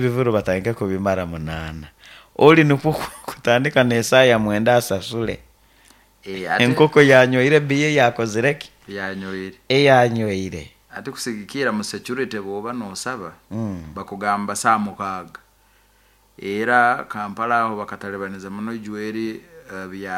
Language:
Nyoro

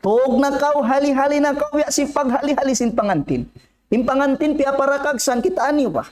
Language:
Tausug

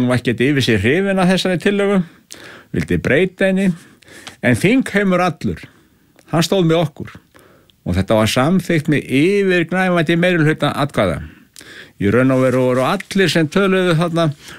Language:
Icelandic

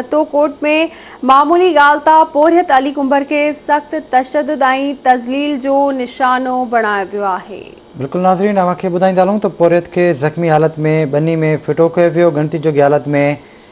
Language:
Sindhi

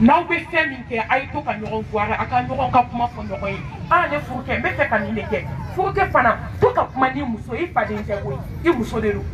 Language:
Bambara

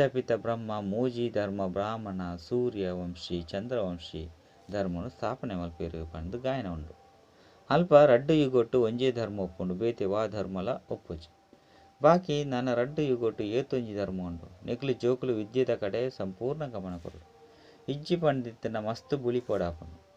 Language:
Tulu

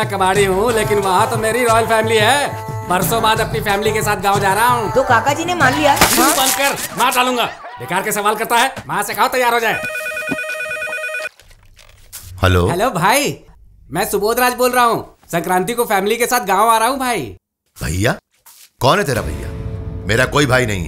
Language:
Hindi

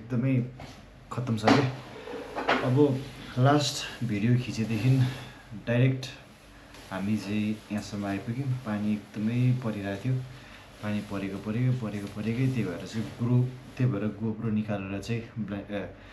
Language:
Nepali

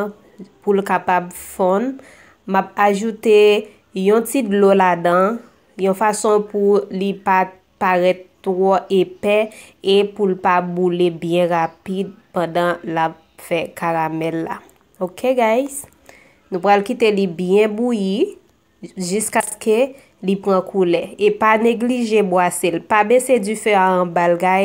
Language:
Haitian Creole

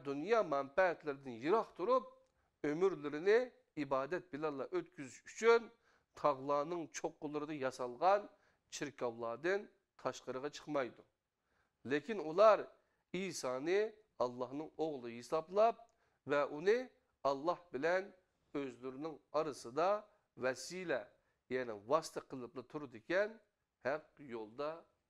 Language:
Uyghur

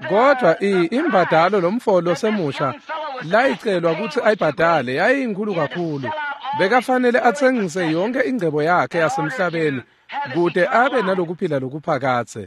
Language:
Swati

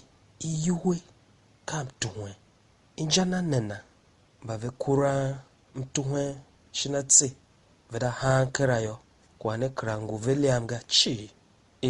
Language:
Tiv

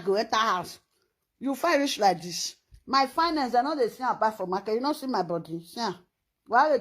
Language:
Nigerian Pidgin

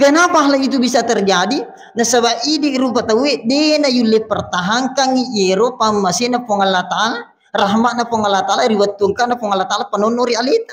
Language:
Buginese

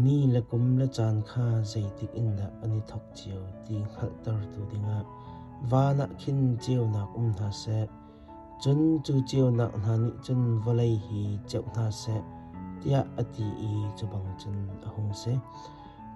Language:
Hakha Chin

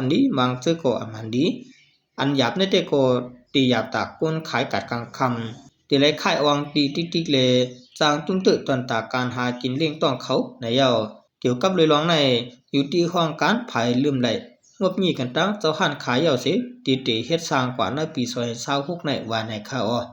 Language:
Shan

